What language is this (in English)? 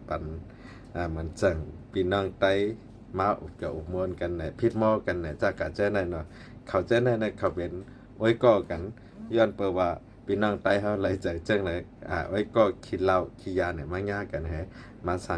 Shan